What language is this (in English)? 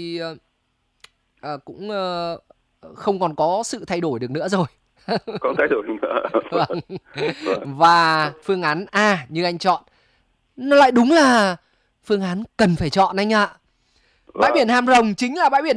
Vietnamese